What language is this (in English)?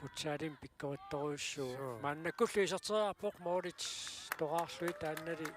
Kalaallisut